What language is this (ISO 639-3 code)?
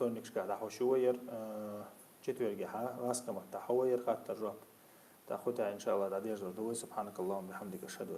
che